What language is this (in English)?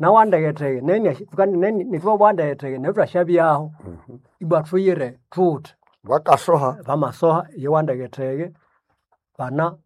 Nande